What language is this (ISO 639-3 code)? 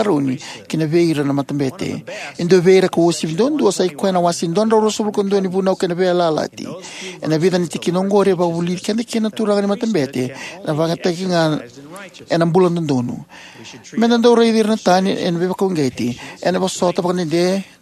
fij